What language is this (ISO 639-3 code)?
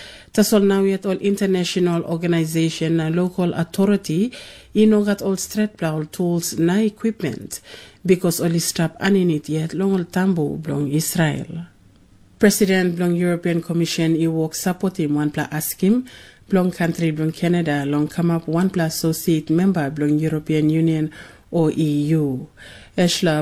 tpi